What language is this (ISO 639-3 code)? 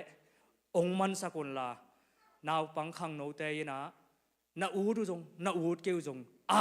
ctd